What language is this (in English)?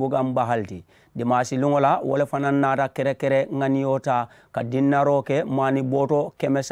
Mandingo